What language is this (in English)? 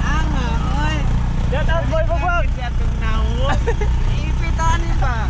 Cebuano